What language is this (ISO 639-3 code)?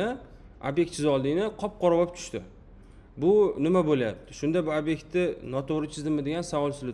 uzb